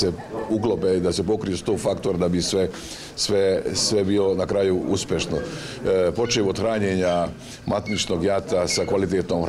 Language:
Croatian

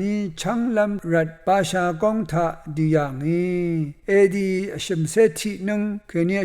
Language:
Rawang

